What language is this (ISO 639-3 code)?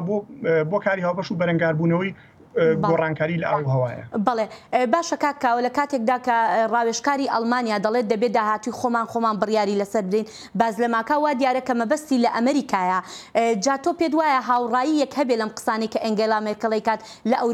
ckb